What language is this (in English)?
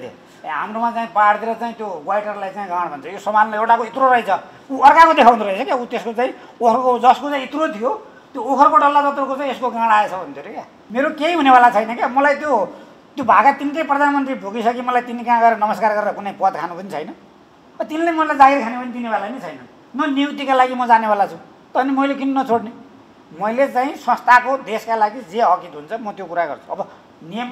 Nepali